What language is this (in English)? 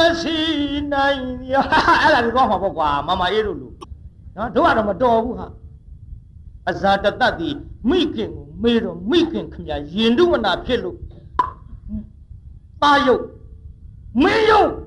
Burmese